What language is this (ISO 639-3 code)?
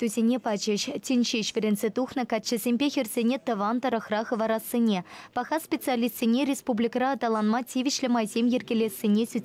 chv